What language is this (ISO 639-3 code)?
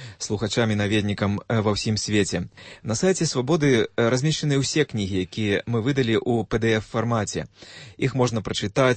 bel